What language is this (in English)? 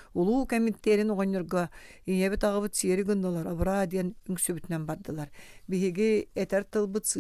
Yakut